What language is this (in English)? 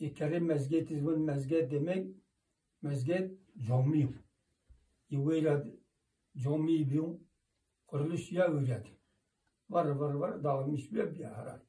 Zaza